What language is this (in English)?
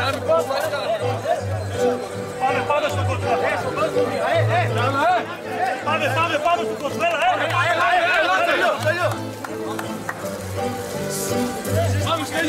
Greek